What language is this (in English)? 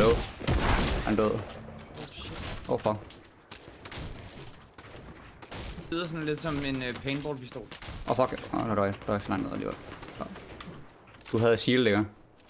Danish